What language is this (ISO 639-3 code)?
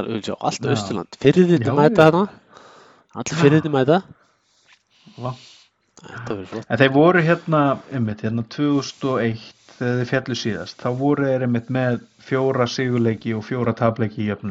isl